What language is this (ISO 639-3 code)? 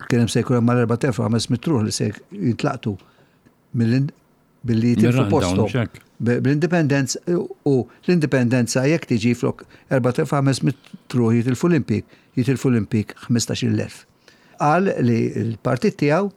mlt